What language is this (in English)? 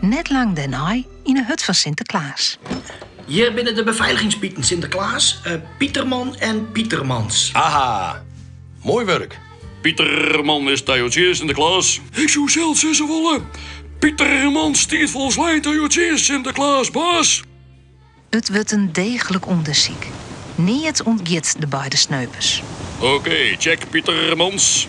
Western Frisian